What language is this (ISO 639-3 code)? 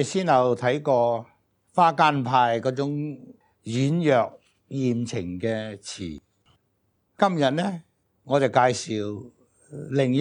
yue